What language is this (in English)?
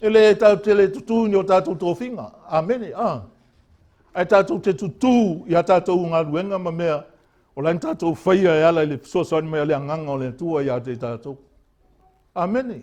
Samoan